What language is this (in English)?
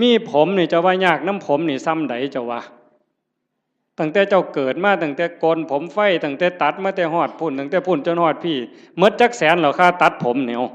Northeastern Thai